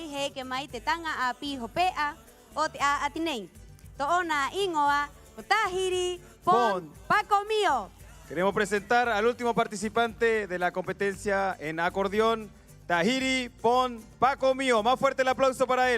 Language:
Rapanui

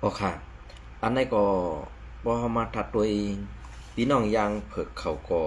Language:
Shan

